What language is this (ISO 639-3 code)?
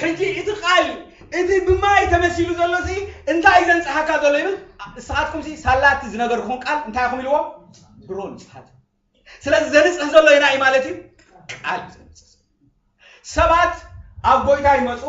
tir